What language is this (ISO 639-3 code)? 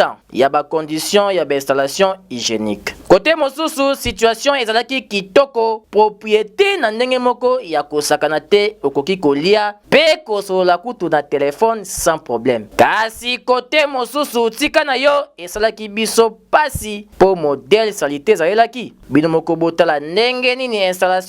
lin